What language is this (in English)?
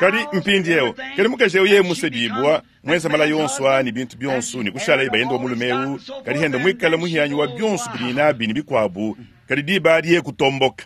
Luba-Lulua